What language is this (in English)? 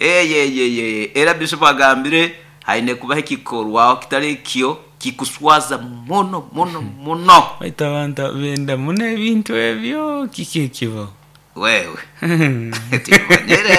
Nyoro